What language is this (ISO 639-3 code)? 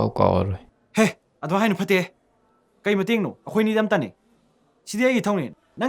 mni